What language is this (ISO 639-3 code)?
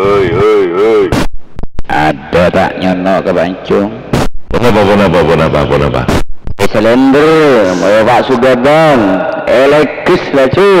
mad